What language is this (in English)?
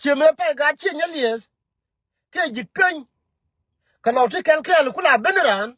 Nuer